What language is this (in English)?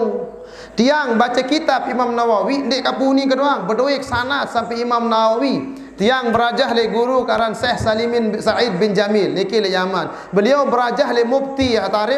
Sasak